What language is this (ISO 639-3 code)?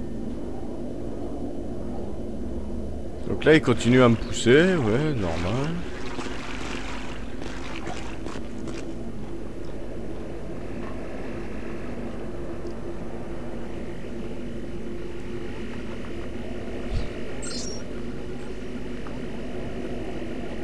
fra